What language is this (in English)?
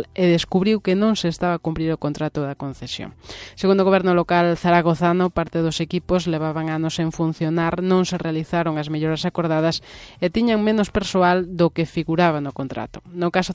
Galician